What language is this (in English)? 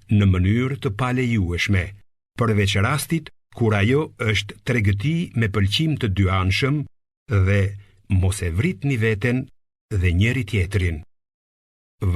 Albanian